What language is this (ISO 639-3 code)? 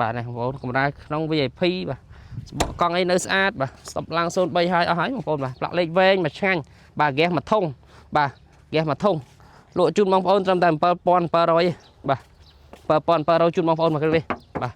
khm